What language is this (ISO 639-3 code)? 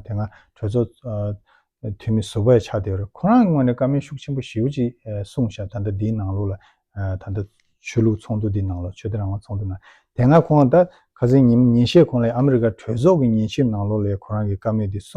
bod